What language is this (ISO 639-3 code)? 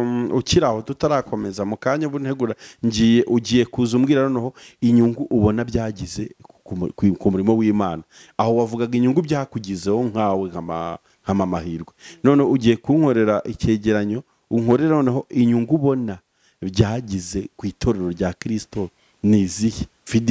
kin